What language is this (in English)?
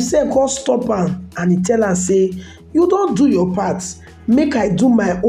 Nigerian Pidgin